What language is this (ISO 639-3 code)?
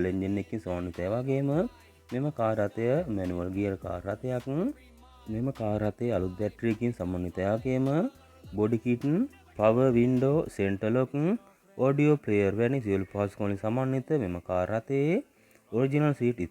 sin